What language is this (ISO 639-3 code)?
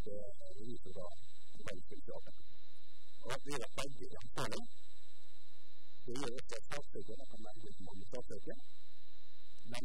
nor